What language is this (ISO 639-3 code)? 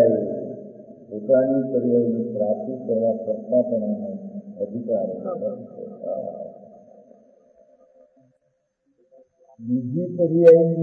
guj